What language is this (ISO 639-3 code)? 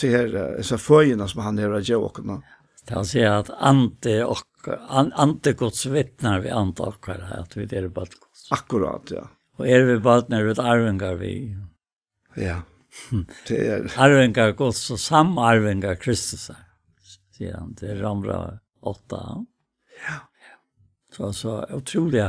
fao